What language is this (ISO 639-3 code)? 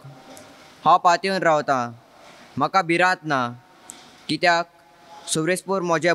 kok